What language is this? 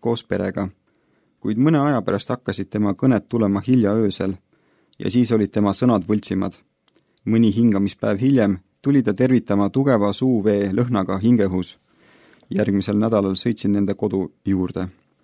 Estonian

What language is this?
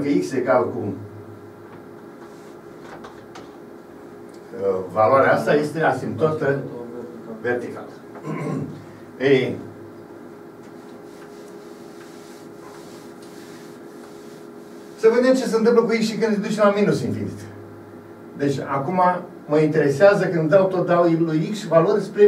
Romanian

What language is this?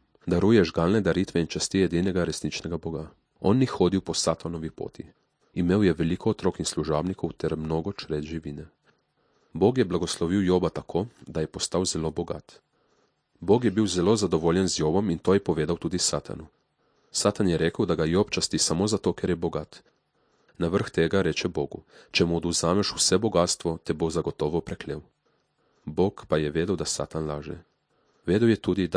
Slovenian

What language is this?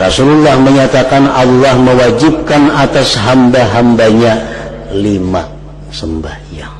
Banjar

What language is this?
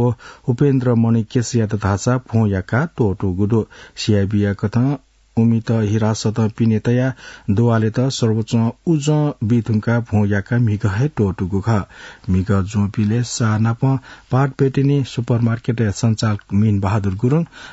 Newari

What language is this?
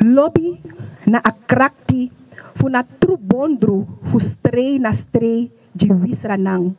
Sranan Tongo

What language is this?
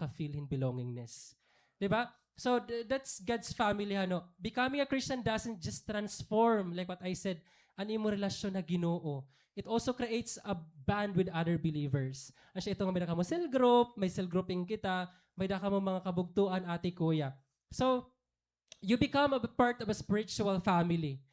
Waray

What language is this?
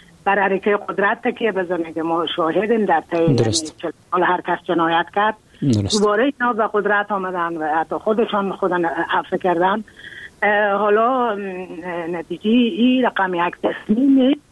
Persian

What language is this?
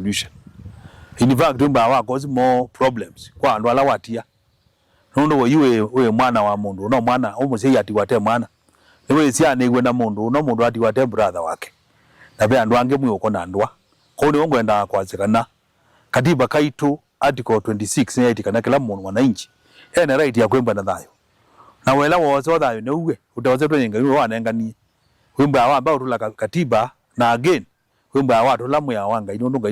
Kamba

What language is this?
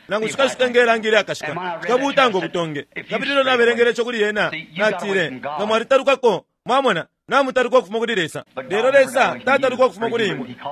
Bemba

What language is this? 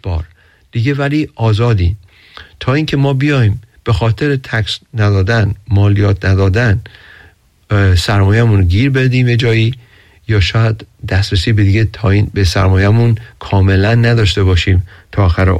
Persian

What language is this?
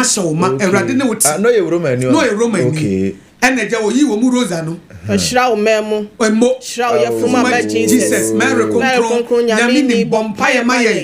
Akan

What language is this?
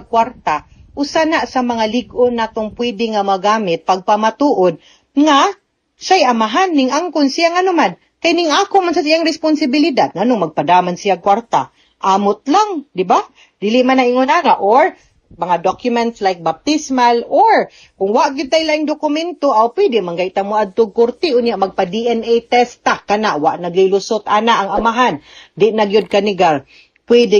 Cebuano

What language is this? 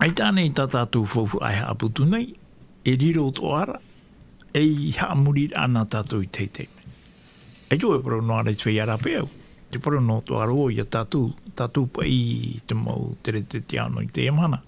Tahitian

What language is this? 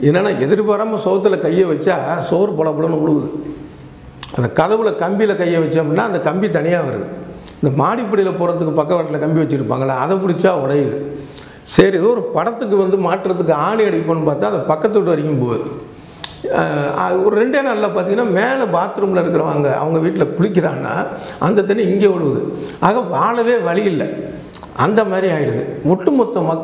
Tamil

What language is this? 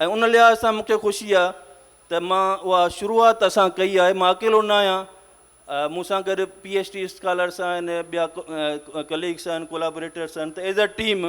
Sindhi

